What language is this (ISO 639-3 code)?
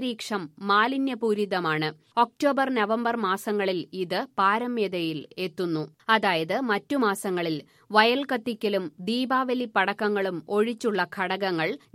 mal